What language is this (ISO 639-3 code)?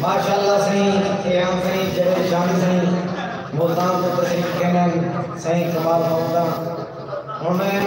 skr